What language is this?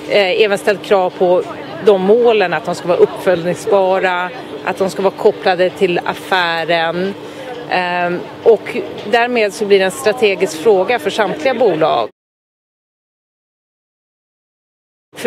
Swedish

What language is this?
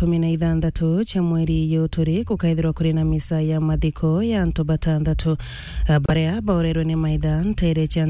Meru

